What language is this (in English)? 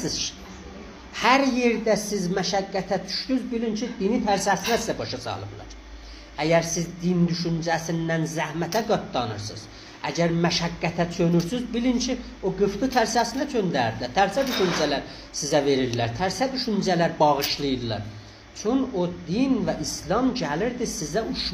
South Azerbaijani